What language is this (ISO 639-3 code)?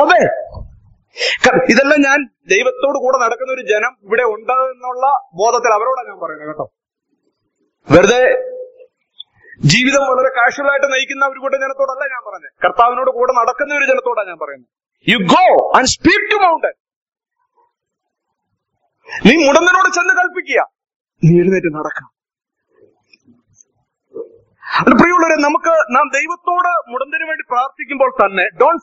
mal